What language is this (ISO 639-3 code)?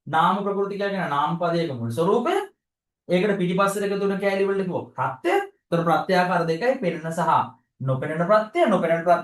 sin